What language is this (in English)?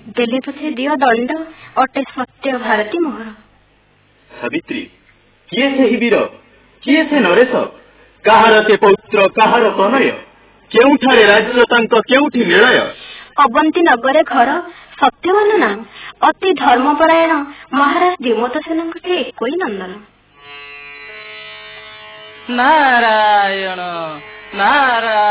Odia